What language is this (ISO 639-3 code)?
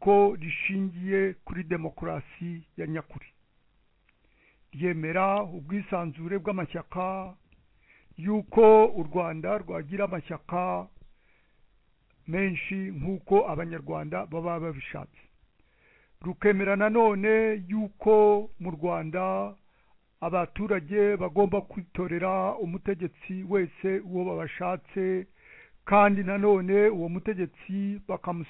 kin